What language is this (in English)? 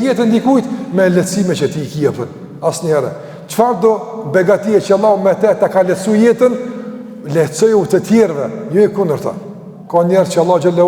Albanian